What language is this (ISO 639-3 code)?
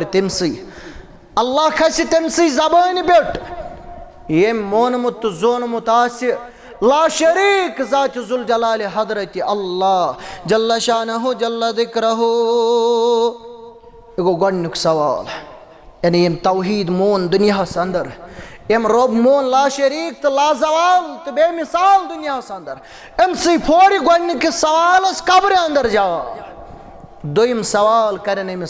kas